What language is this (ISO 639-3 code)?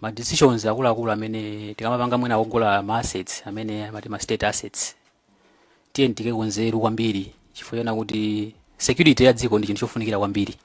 nya